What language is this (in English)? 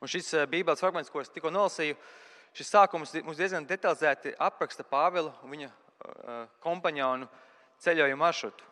Latvian